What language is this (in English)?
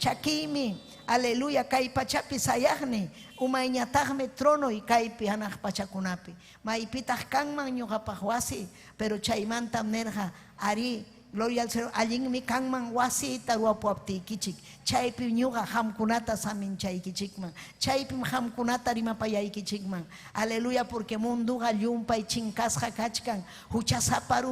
Ayacucho Quechua